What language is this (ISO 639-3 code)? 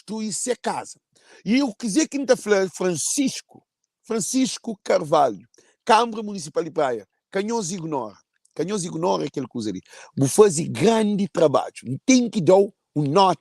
kea